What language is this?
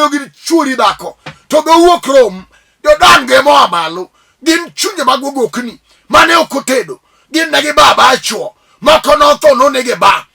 Luo (Kenya and Tanzania)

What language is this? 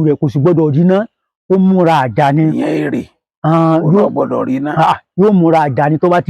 Yoruba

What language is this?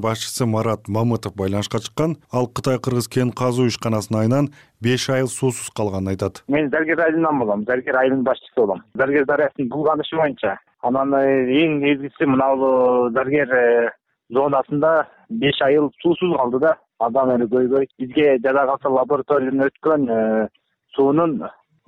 Kyrgyz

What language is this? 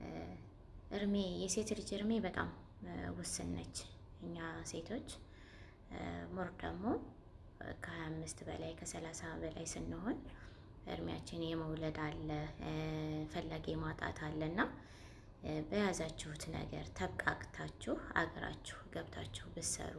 Amharic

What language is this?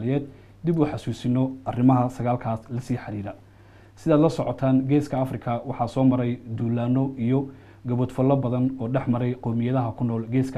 Somali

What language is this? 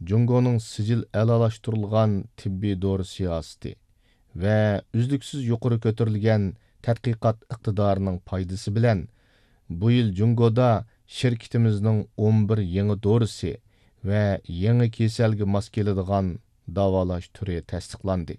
Uyghur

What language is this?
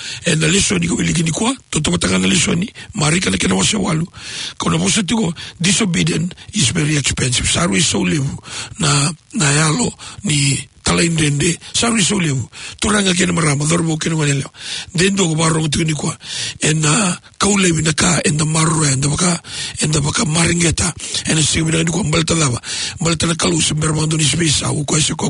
Fijian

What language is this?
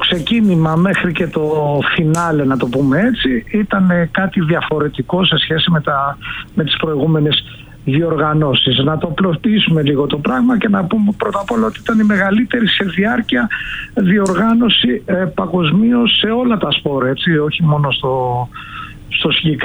Greek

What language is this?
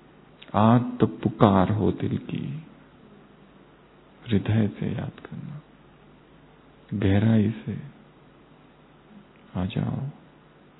Hindi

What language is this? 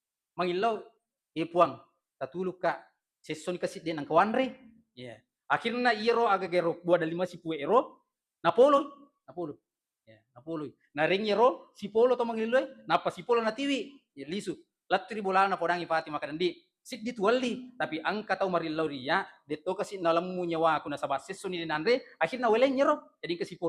Buginese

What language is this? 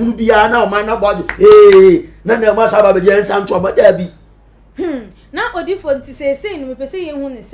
Akan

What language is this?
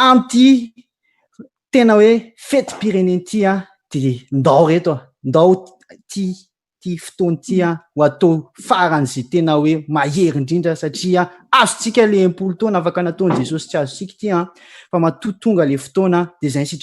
Malagasy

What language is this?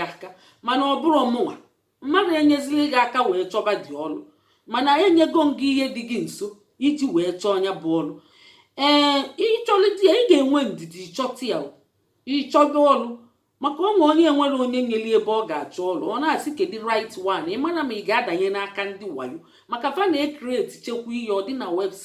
Igbo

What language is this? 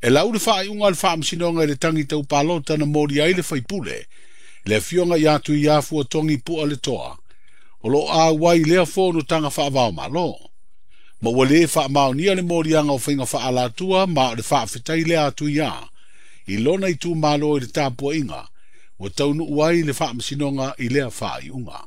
Samoan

